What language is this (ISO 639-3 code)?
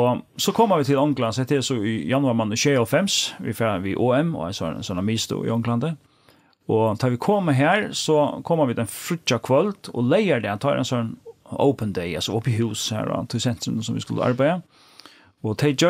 fao